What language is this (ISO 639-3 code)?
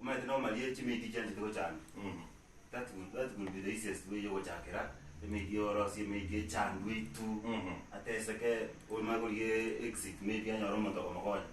guz